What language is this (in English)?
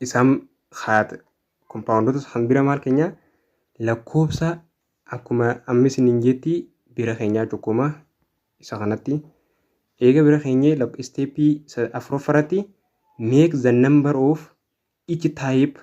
Oromo